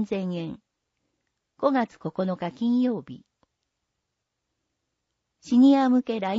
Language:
Japanese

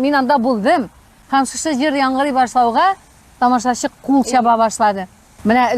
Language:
Tatar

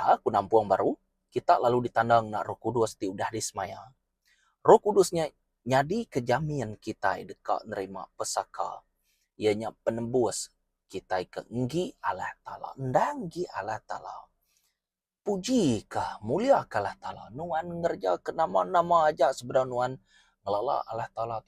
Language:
Iban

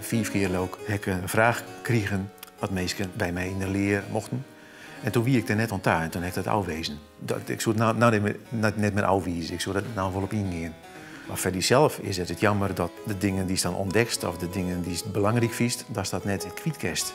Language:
Western Frisian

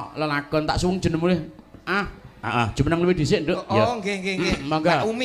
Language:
Javanese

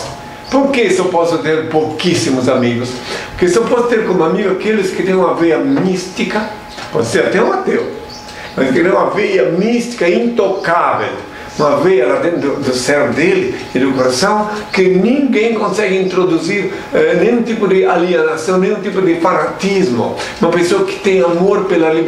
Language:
Portuguese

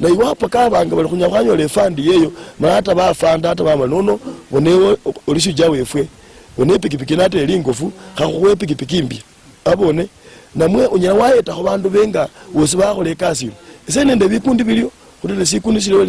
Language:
Luyia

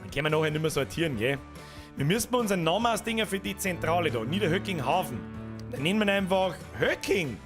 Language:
Bavarian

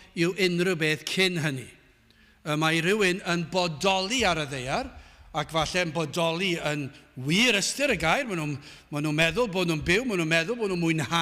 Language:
Welsh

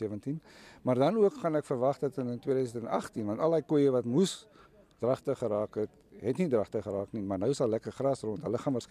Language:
Afrikaans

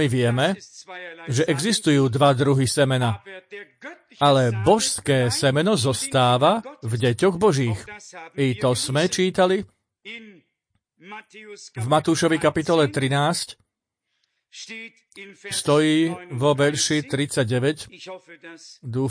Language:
Slovak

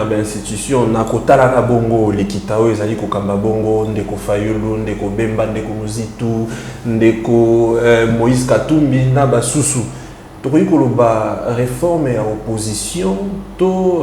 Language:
Lingala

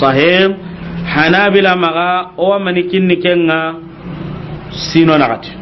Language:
Soninke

